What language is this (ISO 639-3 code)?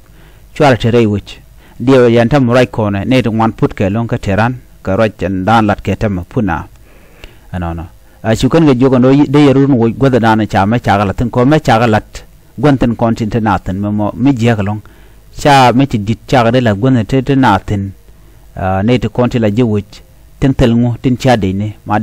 nus